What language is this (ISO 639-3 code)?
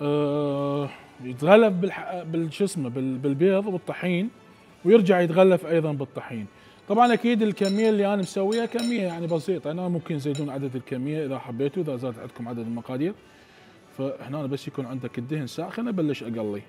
acm